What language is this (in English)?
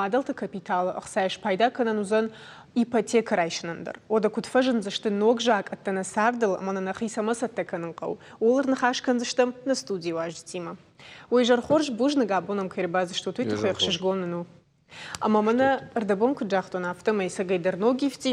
Ossetic